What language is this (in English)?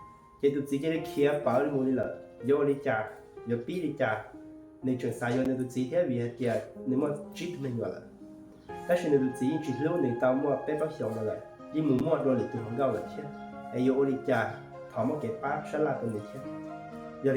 Hmong